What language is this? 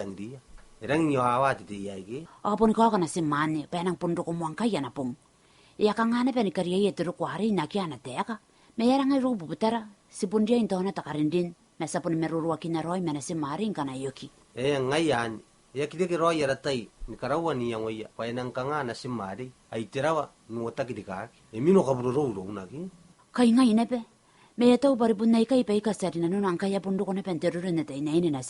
Gilbertese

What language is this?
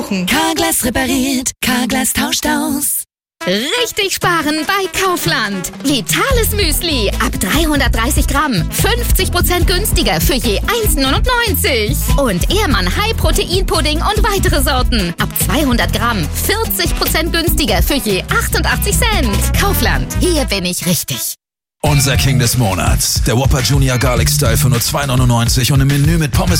German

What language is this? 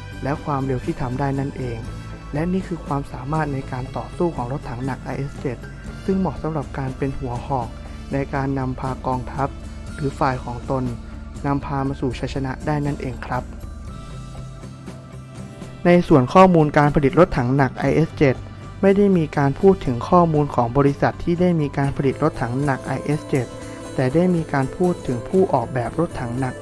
Thai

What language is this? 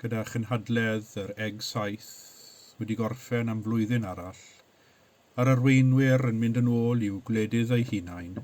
Welsh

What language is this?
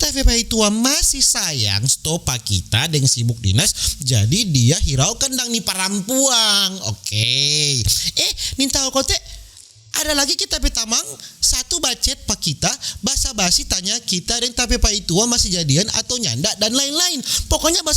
Manado Malay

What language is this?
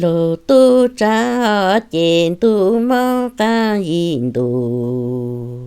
Hmong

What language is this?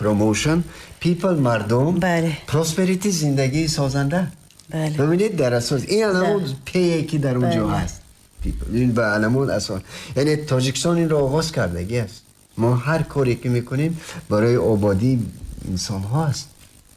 Tajik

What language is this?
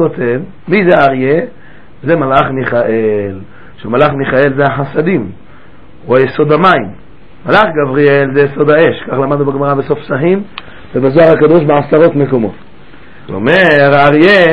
Hebrew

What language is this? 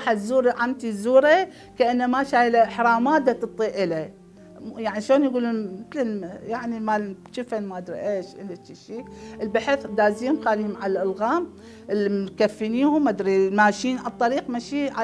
Mesopotamian Arabic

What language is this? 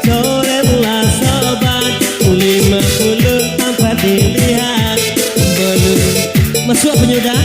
Minangkabau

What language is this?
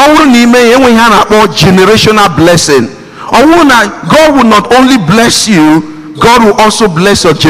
Igbo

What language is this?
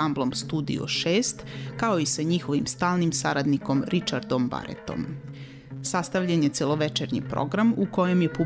Serbian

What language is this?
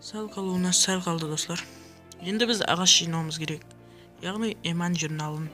Kara-Kalpak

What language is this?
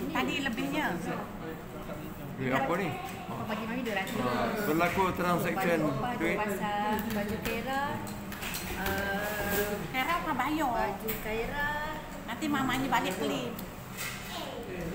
Malay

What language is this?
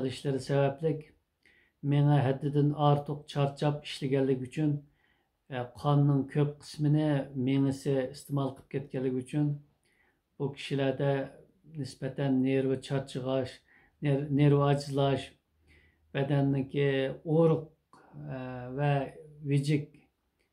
Uyghur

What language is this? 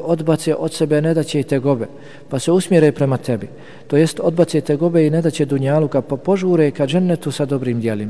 Bosnian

